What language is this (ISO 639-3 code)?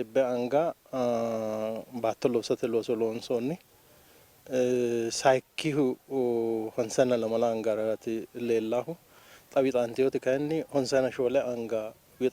sid